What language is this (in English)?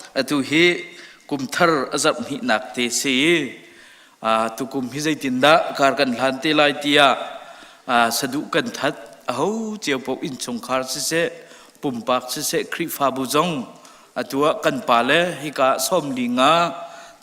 Hakha Chin